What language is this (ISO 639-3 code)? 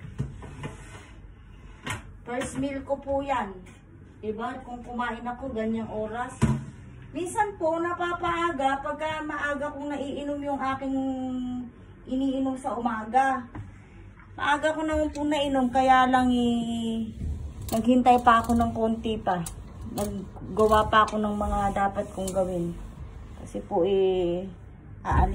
fil